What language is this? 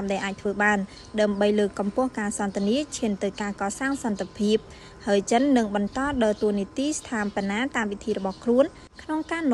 Khmer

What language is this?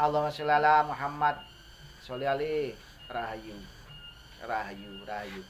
Javanese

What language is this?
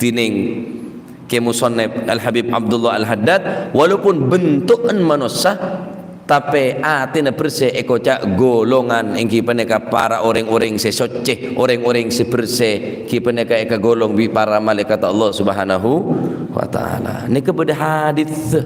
Madurese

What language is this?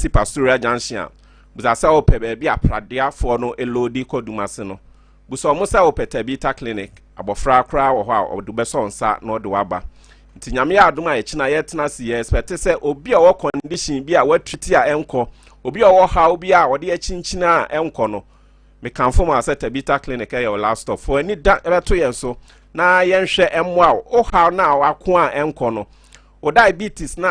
Akan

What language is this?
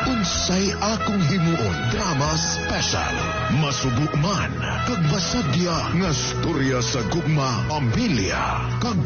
Hiligaynon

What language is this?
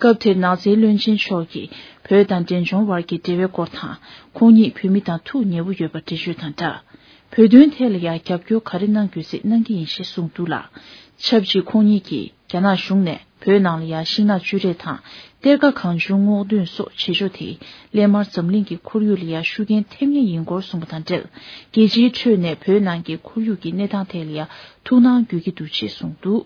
Tibetan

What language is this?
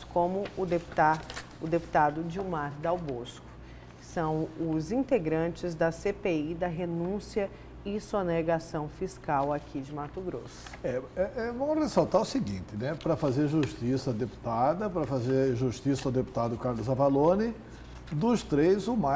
Portuguese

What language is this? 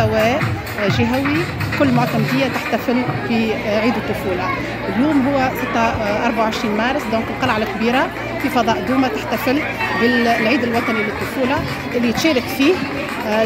Tunisian Arabic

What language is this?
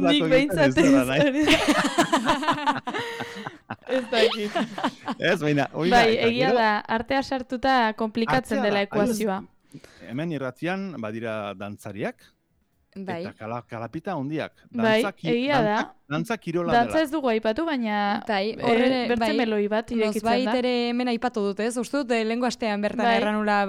Basque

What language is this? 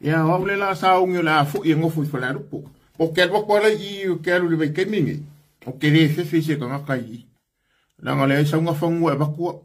Samoan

